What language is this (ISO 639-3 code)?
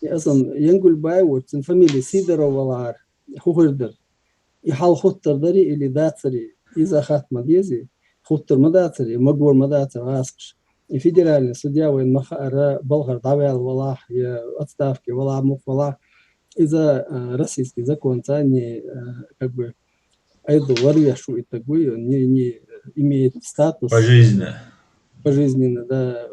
che